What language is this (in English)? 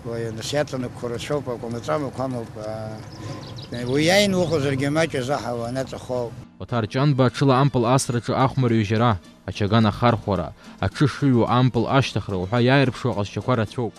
Abkhazian